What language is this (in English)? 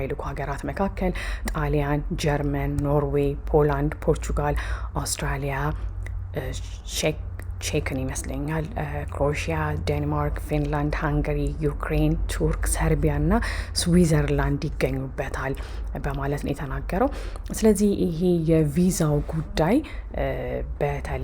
Amharic